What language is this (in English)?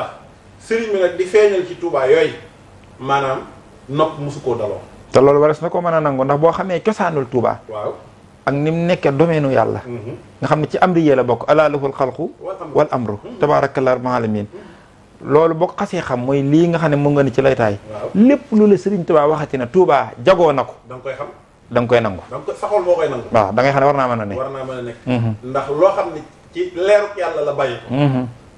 Wolof